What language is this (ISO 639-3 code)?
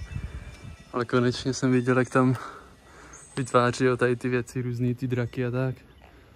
ces